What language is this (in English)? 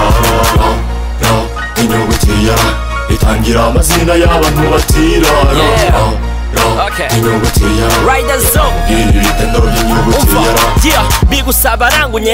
Kinyarwanda